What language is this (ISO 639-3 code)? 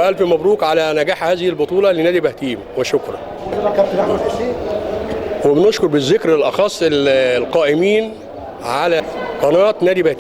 arz